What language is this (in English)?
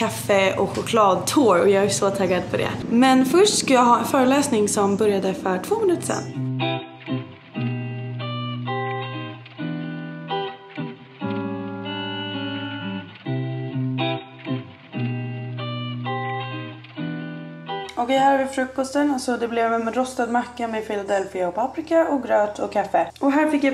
Swedish